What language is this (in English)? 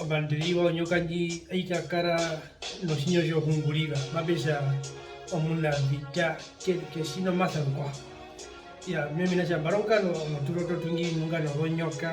Herero